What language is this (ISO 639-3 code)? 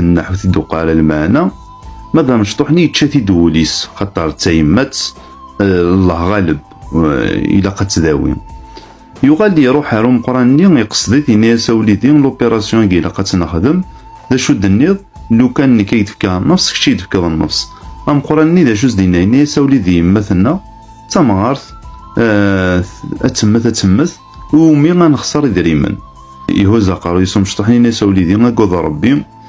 kab